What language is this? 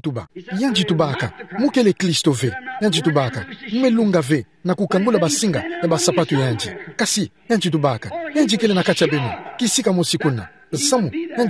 Kituba (Democratic Republic of Congo)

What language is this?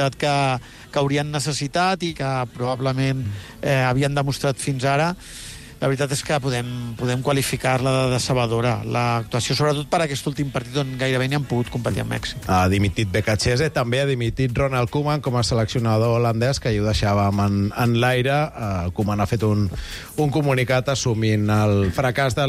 Catalan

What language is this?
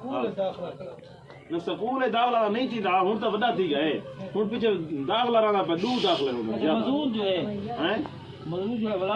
Saraiki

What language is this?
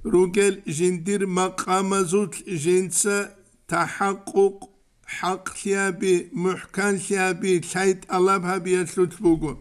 Avaric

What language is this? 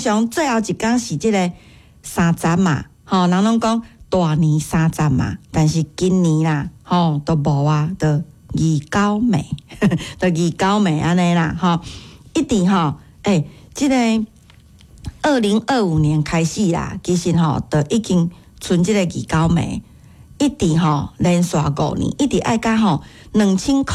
Min Nan Chinese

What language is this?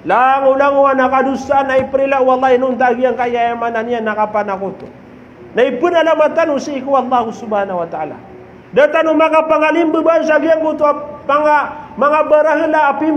Maranao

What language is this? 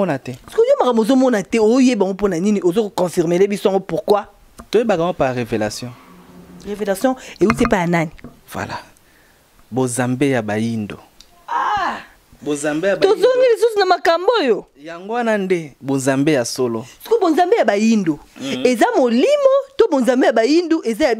Lingala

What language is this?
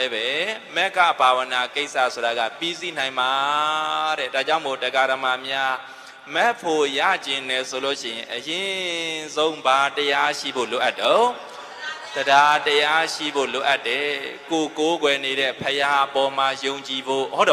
Burmese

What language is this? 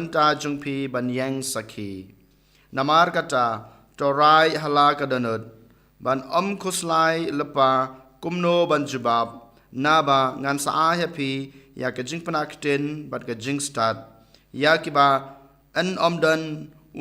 Khasi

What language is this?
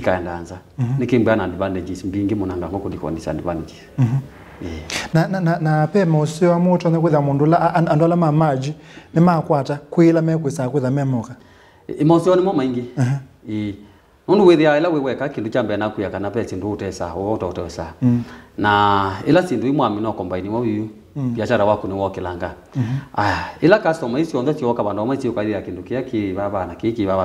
Kamba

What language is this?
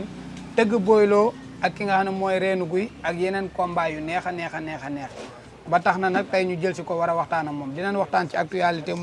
Wolof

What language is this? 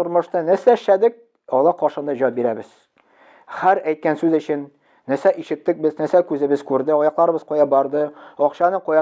Tatar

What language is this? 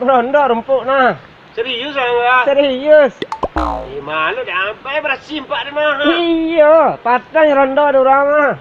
Minangkabau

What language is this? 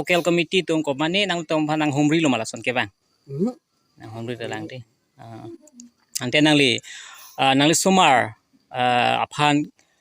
Karbi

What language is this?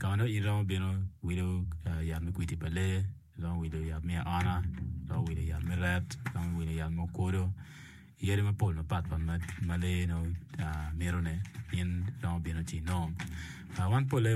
Acoli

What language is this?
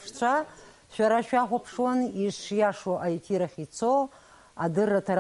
Abkhazian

